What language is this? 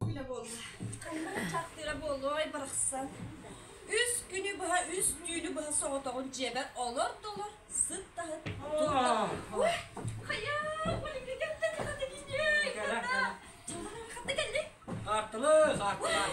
Yakut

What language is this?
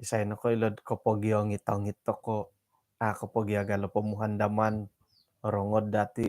Central Dusun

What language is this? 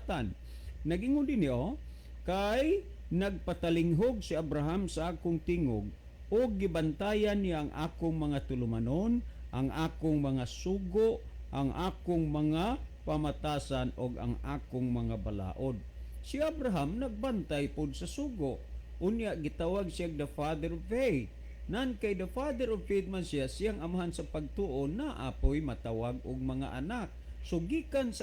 Cebuano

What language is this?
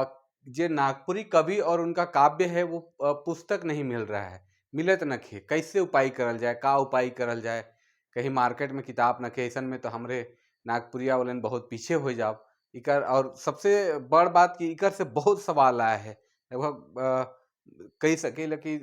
Sadri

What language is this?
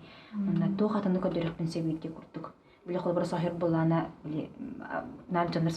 Yakut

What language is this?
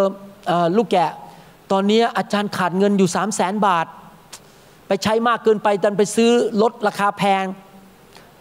Thai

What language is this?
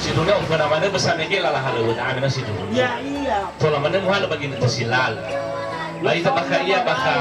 Nias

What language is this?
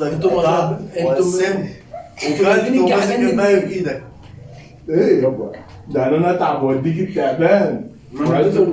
Egyptian Arabic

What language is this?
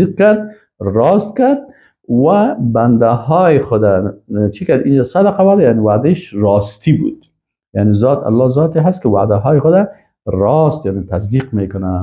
Persian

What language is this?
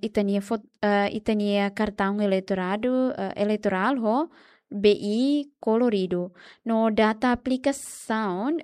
Tetum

